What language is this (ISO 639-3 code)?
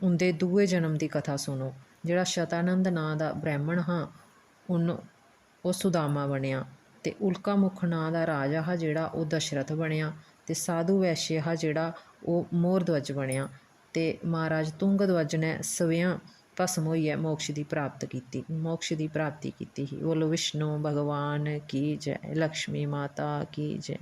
doi